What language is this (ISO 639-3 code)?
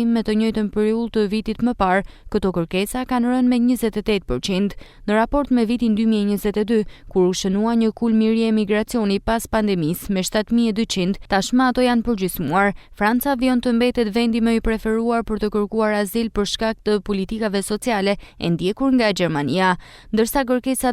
sqi